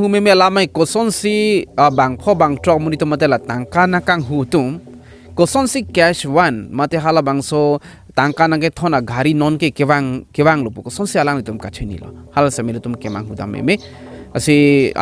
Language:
Karbi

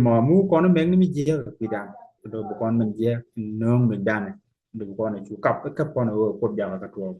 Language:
Nuer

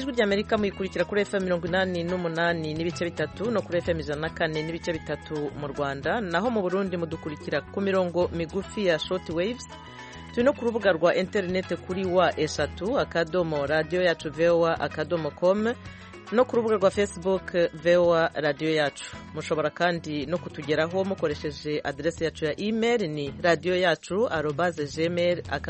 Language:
Kinyarwanda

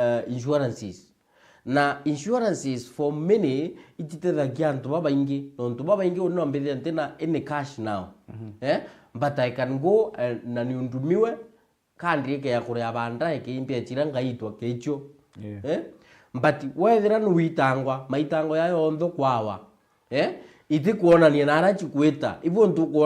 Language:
Meru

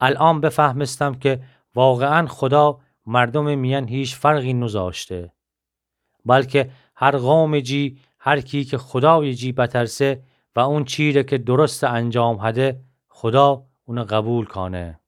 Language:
Gilaki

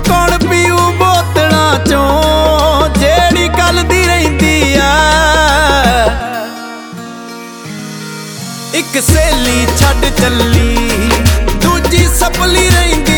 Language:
Punjabi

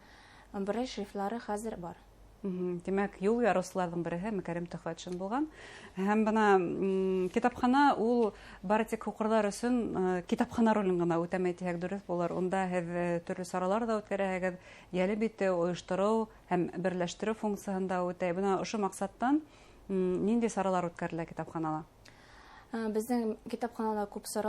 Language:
Bashkir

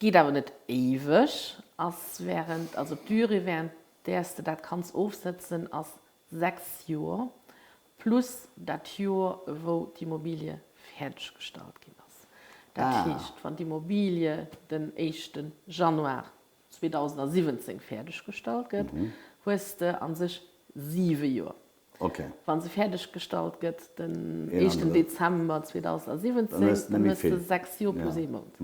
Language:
Luxembourgish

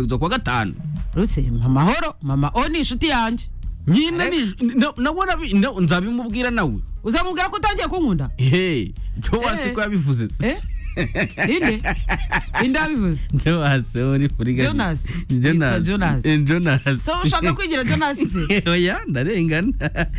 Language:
Kinyarwanda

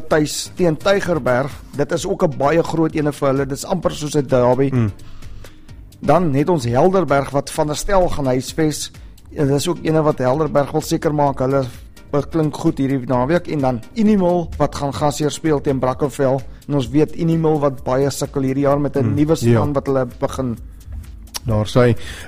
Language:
Afrikaans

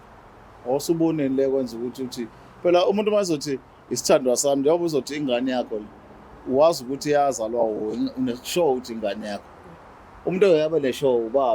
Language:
Zulu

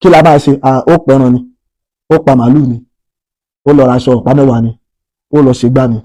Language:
Yoruba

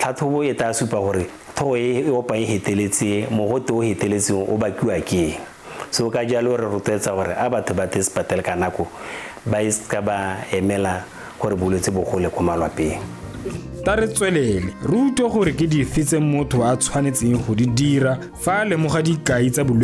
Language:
Tswana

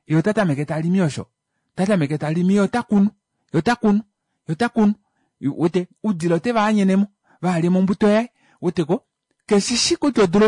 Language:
Kuanyama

